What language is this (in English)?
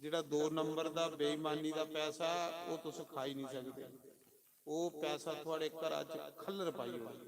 Dogri